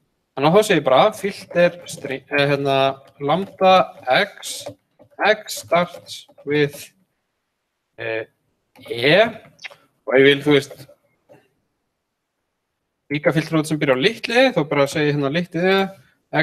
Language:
Icelandic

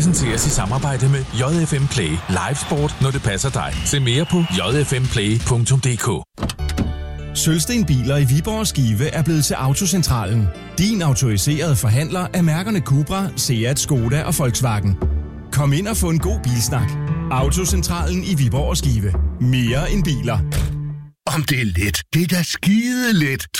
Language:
Danish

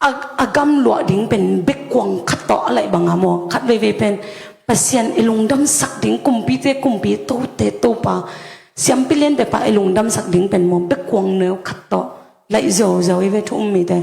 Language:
Tedim Chin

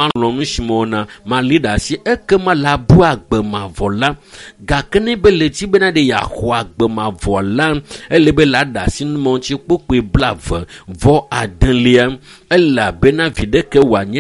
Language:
Ewe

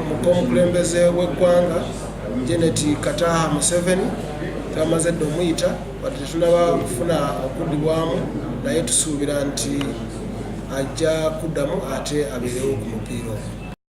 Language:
Ganda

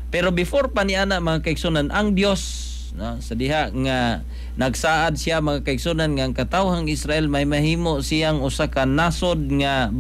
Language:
Cebuano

